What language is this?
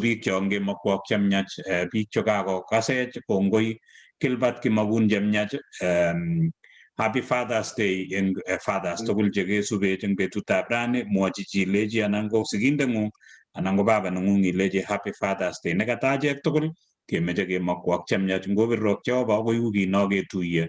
Kalenjin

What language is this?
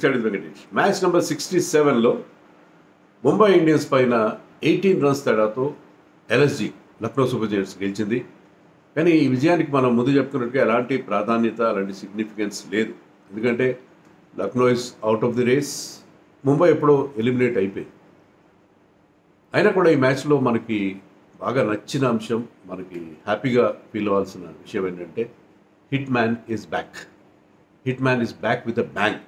Telugu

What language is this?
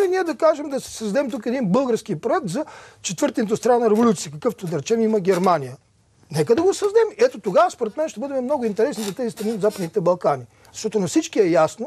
Bulgarian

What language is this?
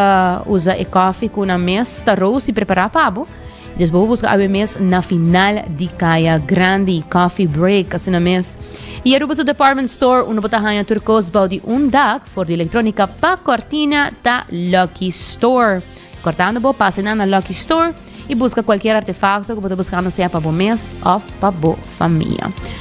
Papiamento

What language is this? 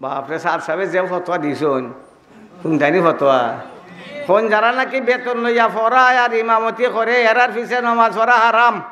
Sylheti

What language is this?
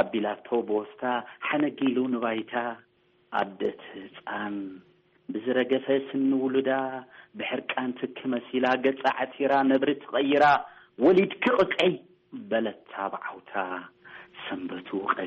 Tigrinya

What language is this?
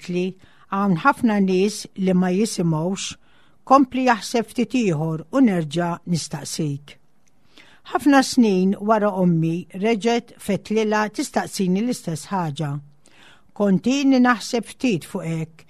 Maltese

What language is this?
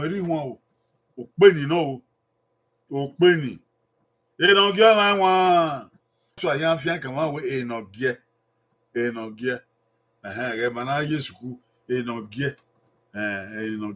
Bini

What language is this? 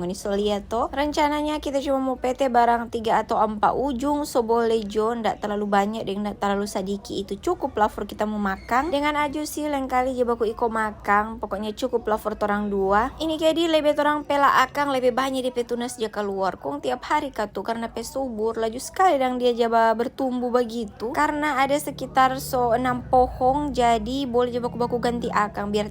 Manado Malay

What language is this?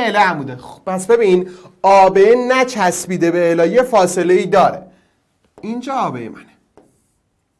Persian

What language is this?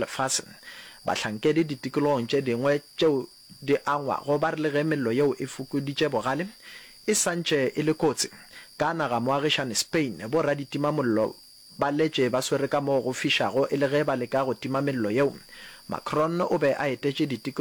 Northern Sotho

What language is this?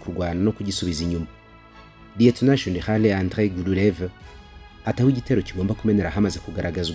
Kinyarwanda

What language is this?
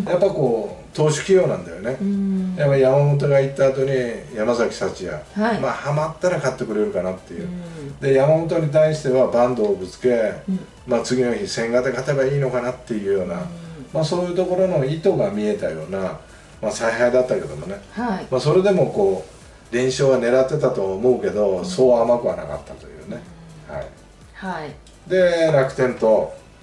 Japanese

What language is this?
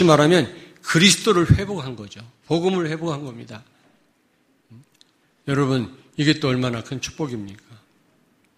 Korean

